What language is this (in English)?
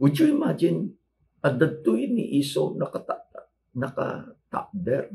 Iloko